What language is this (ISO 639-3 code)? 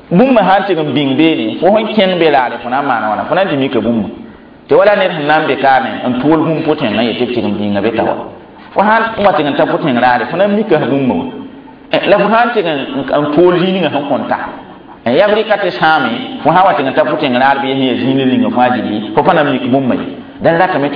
mos